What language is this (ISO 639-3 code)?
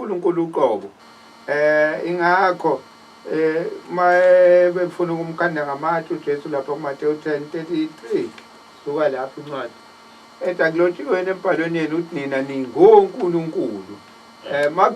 zul